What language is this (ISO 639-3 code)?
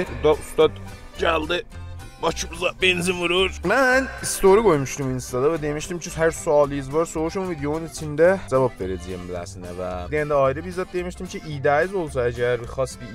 azb